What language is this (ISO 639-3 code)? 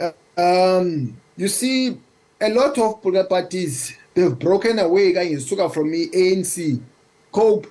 zul